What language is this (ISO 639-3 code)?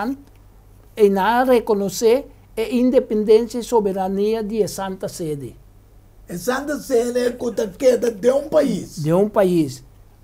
pap